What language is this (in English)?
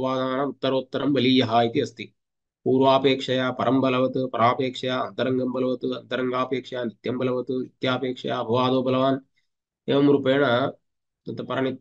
Sanskrit